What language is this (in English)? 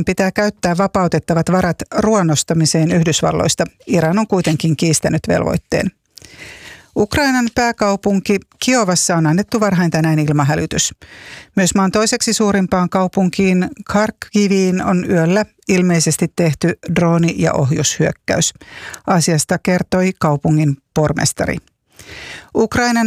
Finnish